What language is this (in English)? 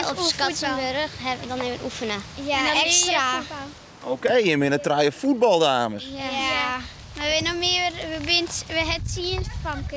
Western Frisian